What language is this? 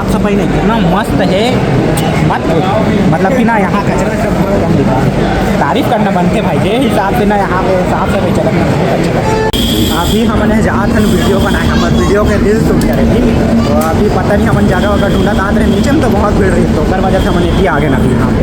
Chhattisgarhi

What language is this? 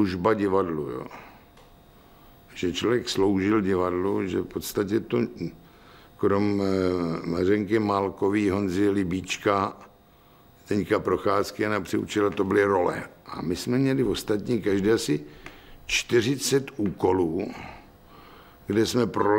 Czech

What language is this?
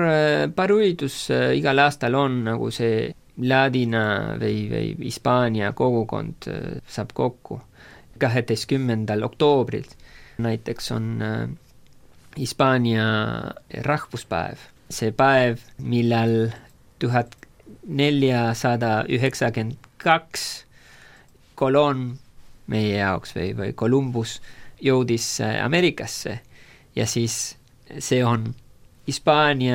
Estonian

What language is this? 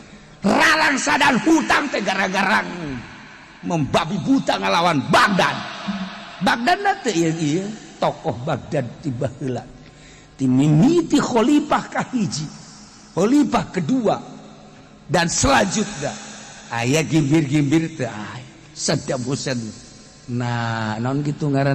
Sundanese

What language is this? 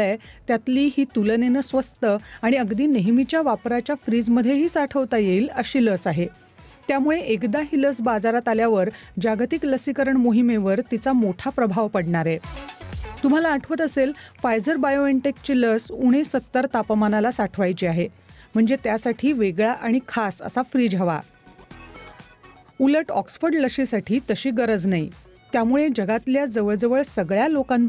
Marathi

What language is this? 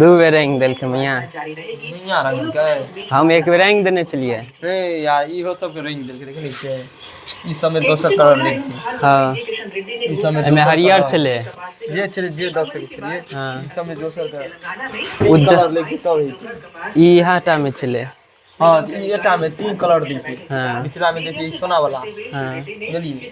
Maithili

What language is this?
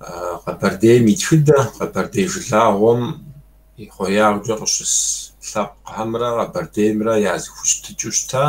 Kabardian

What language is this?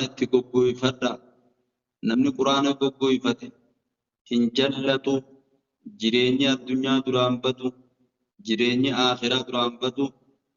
Oromo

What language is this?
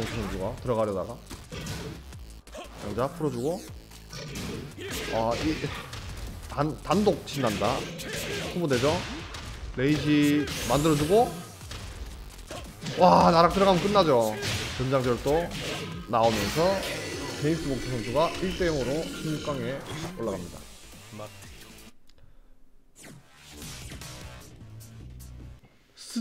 Korean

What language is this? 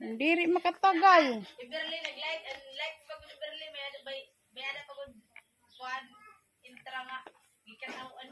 Waray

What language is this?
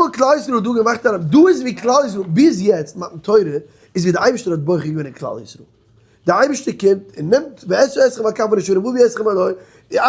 Yiddish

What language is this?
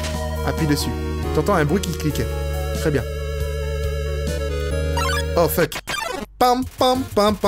French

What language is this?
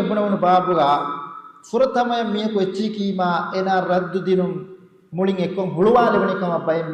Divehi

